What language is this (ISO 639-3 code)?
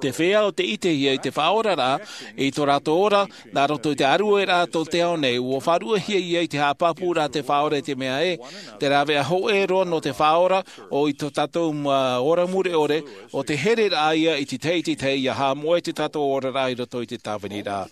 tah